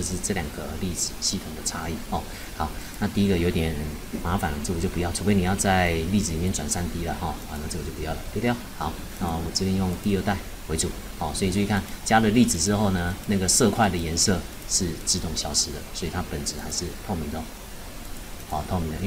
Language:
Chinese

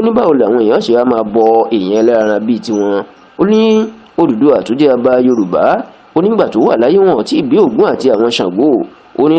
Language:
Yoruba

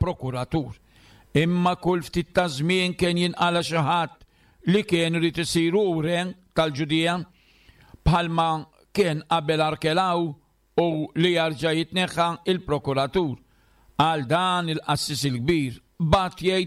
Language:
Maltese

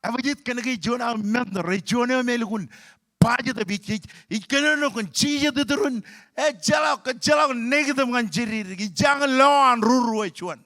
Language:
Marshallese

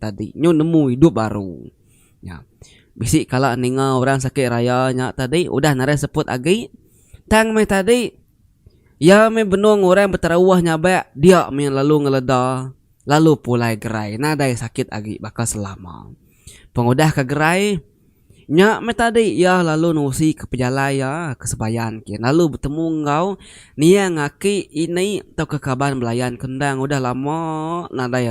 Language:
Iban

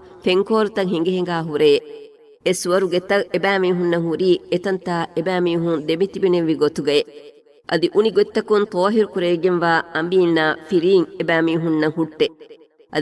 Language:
Divehi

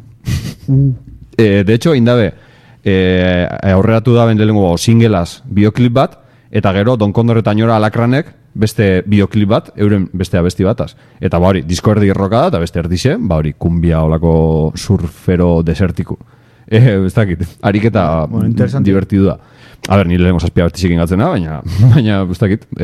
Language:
Basque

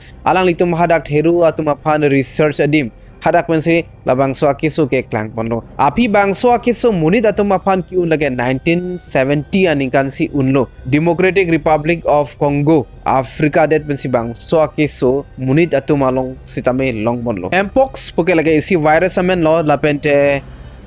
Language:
Karbi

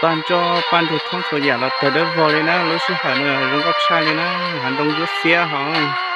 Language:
Hmong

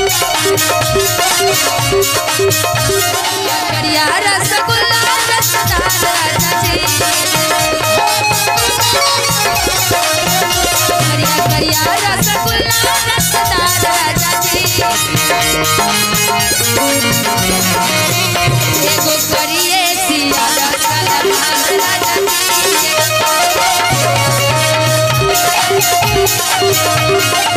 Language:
Bhojpuri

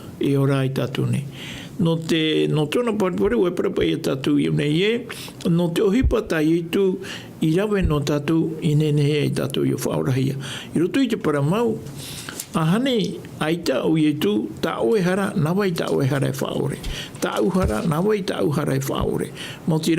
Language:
Tahitian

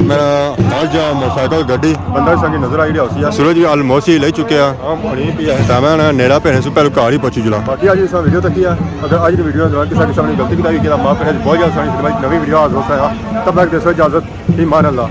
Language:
Pahari-Potwari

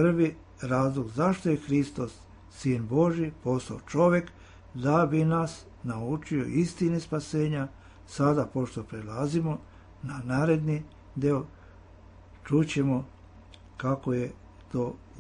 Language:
Serbian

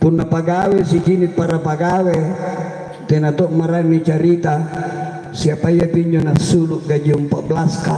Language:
Makasar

